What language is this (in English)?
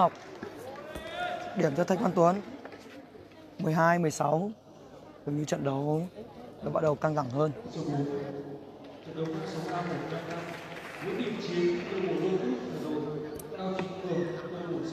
Vietnamese